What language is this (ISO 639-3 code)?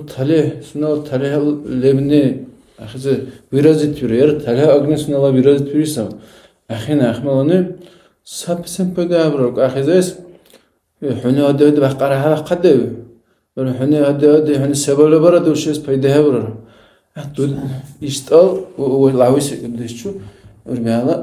dar